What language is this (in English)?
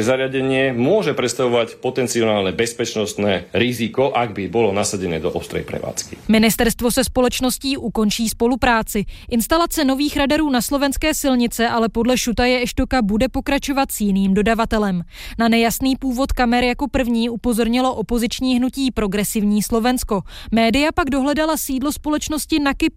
Czech